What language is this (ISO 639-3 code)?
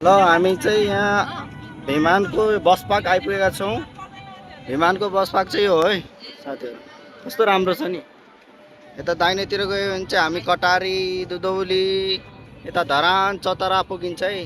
nep